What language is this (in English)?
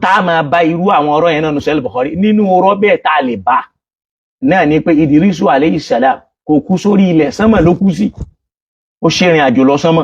Yoruba